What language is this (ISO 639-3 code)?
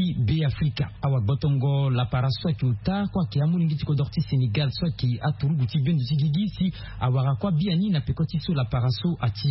sag